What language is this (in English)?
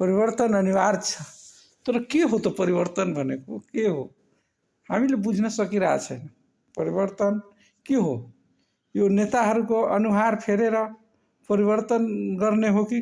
Nepali